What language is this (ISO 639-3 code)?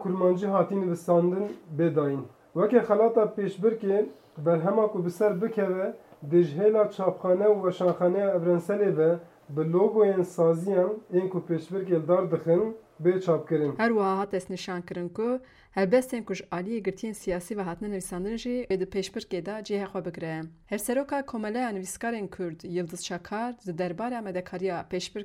kur